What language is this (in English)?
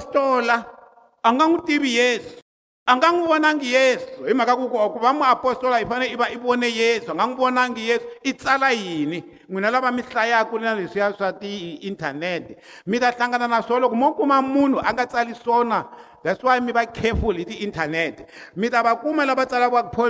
Tsonga